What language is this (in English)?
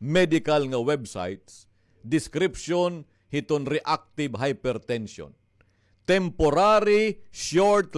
Waray